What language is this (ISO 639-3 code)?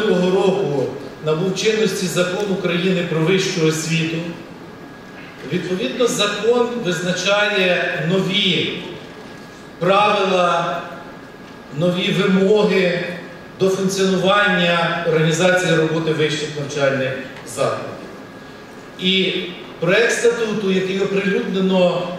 ukr